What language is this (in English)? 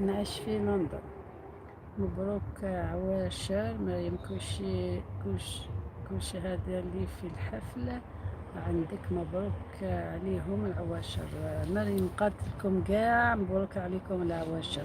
Algerian Arabic